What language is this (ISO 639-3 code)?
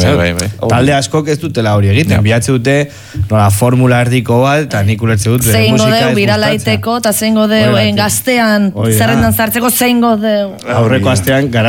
eus